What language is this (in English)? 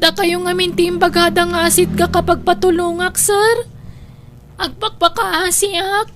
Iloko